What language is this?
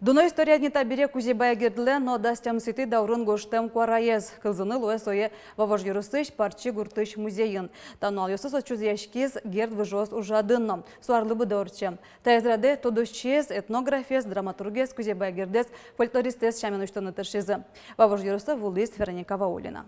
Udmurt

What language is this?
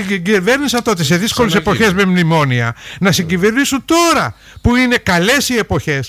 Greek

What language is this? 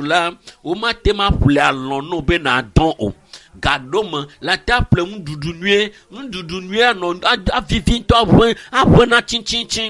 Ewe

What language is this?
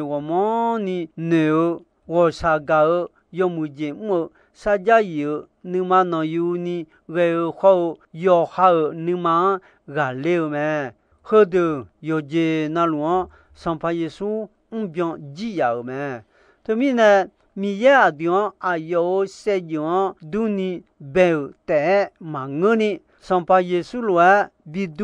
Akha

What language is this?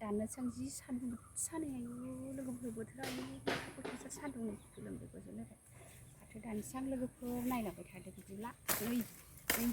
Bodo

